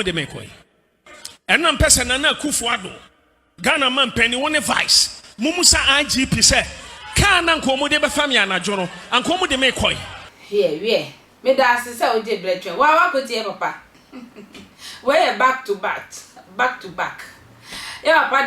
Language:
Akan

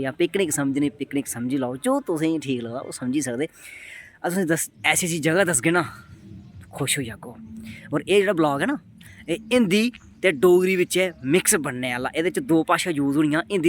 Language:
Dogri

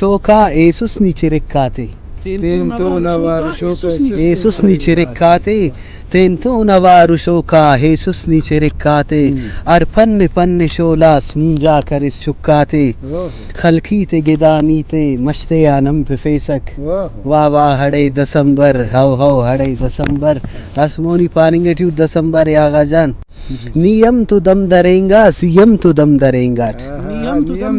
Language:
Brahui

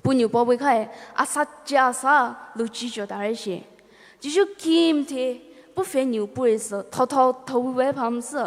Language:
Poumei Naga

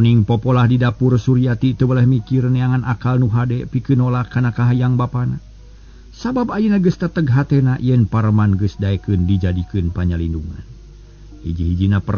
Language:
Sundanese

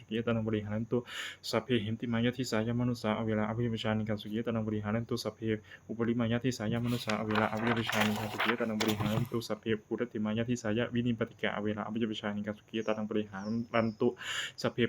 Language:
Pali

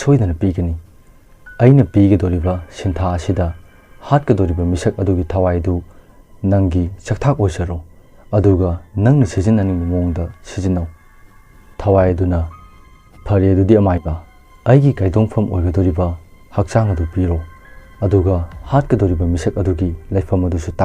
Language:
Manipuri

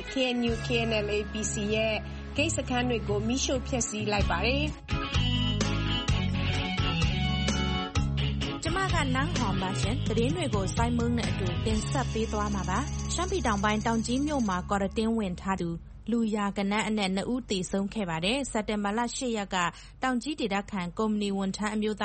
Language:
Burmese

